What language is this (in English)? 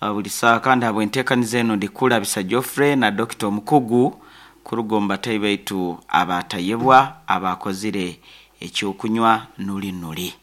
Nyankole